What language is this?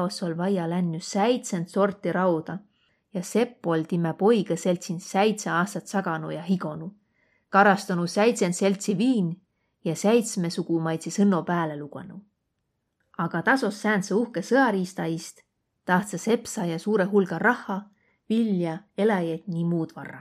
Võro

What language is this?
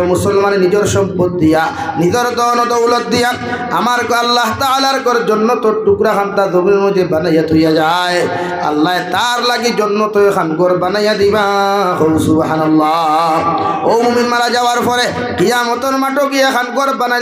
Sylheti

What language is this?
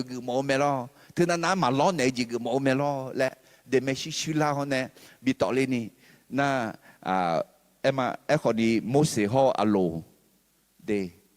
Akha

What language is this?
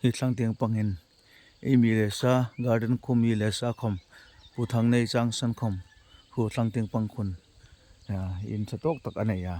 Hmar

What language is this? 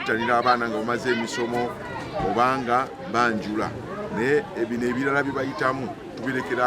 Ganda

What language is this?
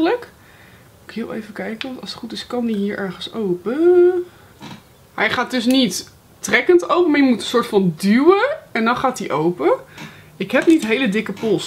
Dutch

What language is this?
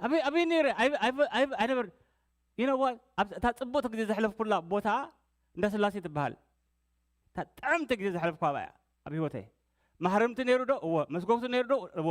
Tigrinya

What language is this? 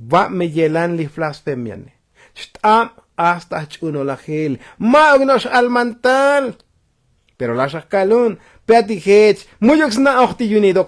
Tzotzil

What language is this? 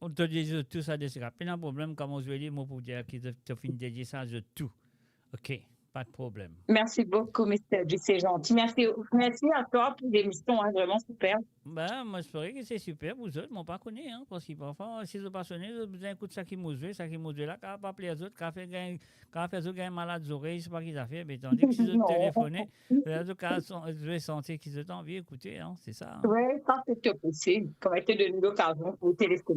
Morisyen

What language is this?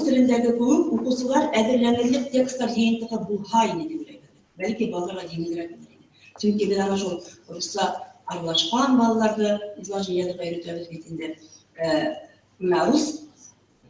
Bashkir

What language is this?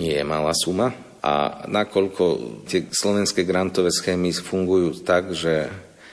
Slovak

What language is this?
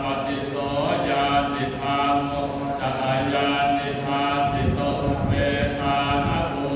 Pali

